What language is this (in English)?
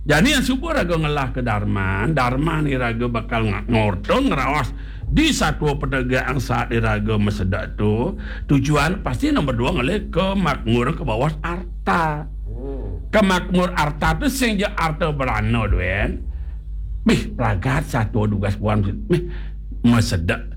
Balinese